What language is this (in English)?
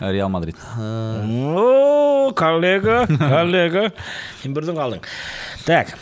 Bashkir